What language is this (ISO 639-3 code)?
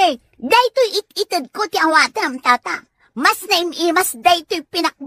ilo